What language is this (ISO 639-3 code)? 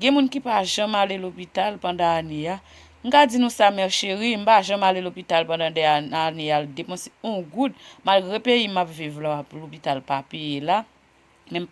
hat